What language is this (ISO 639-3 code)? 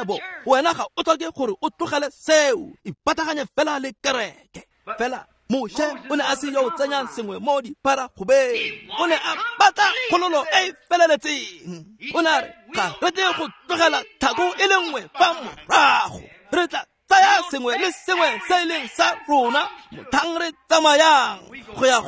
tsn